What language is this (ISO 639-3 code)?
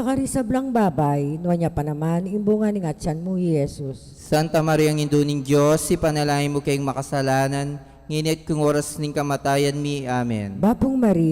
pam